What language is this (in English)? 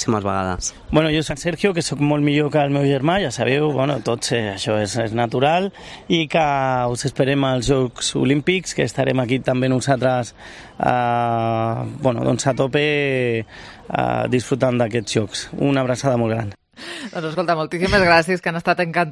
Catalan